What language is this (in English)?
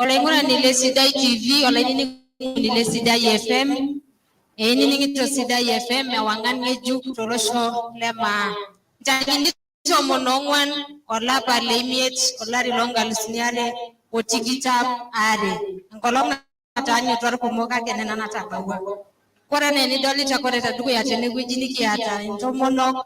Masai